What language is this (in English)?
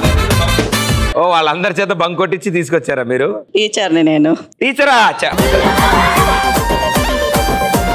Telugu